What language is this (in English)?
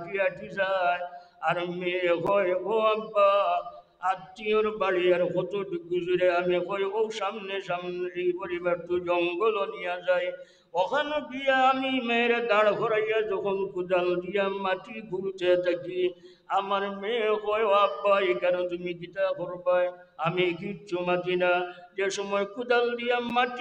Sylheti